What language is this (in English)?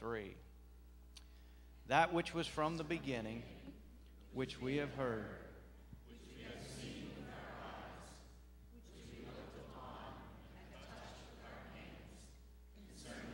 English